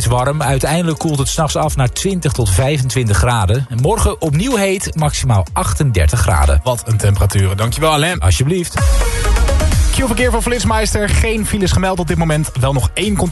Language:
Dutch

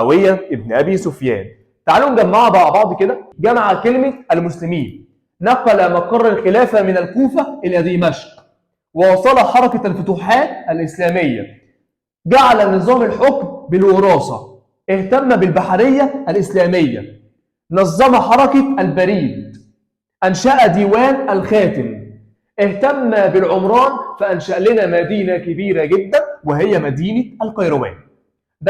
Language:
Egyptian Arabic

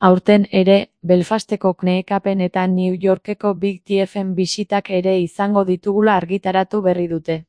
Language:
Basque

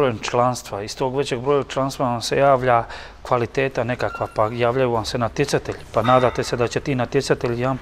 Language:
Croatian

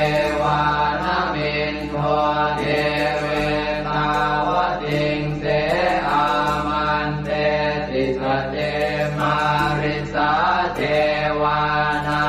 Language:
Pali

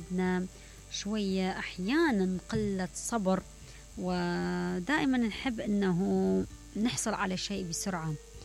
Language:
Mesopotamian Arabic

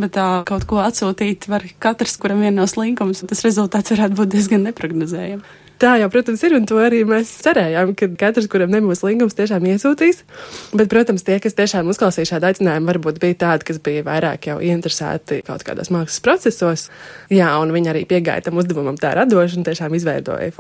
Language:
Latvian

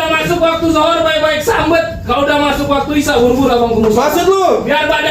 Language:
Betawi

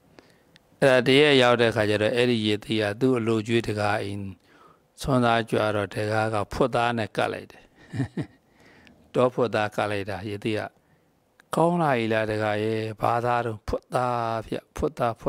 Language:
Burmese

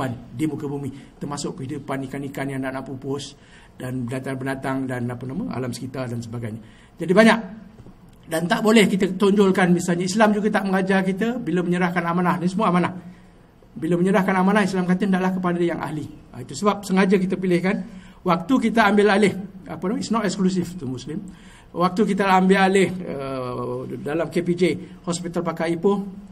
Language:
Malay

